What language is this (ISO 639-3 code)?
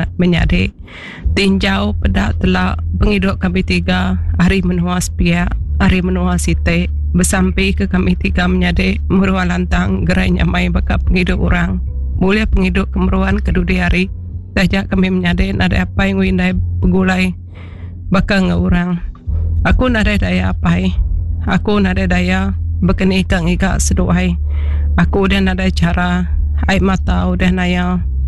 iba